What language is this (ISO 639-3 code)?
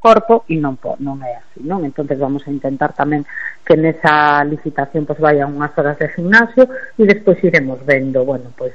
glg